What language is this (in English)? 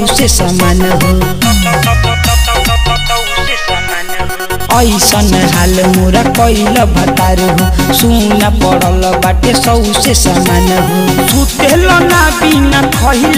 Bhojpuri